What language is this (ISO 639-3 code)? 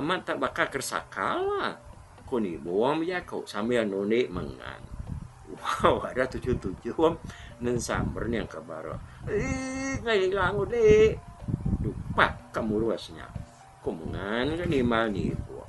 iba